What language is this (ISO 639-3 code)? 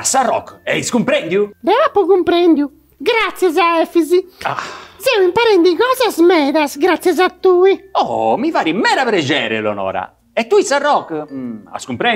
srd